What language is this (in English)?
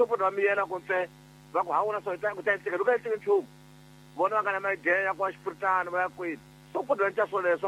Tsonga